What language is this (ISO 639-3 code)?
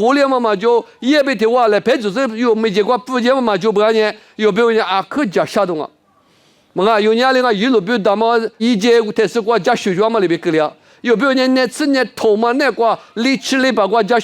lis